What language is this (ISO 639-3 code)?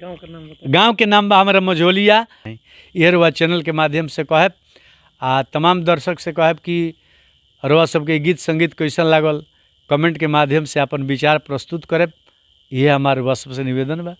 bho